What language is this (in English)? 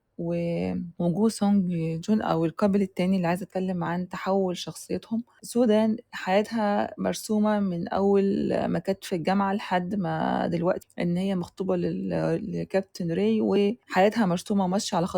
Egyptian Arabic